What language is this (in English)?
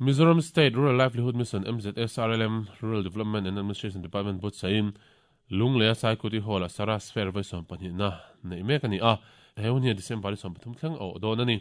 Mizo